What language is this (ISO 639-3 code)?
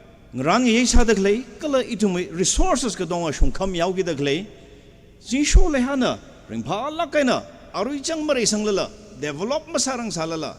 nmf